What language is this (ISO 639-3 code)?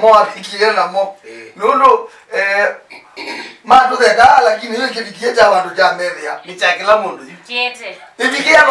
kam